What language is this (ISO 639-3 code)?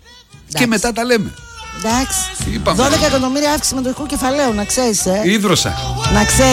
ell